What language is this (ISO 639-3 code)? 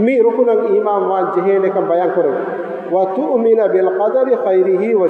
div